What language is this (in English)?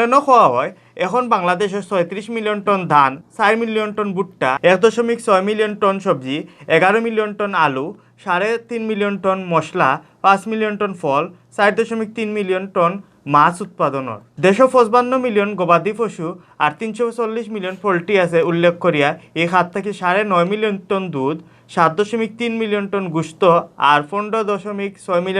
Sylheti